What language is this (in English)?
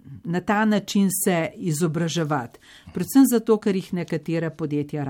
Slovenian